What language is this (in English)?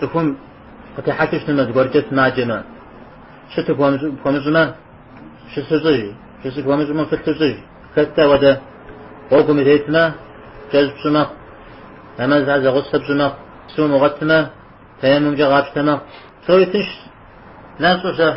Kabardian